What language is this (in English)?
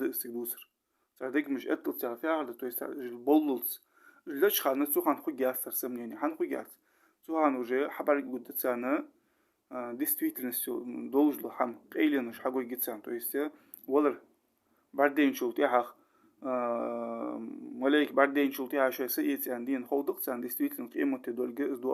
Ingush